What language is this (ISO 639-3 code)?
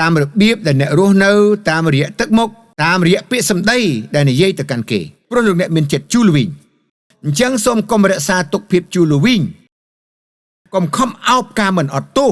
khm